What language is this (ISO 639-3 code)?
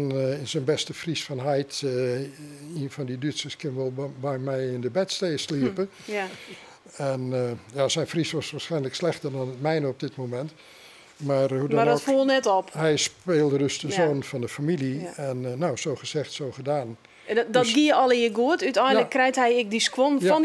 fry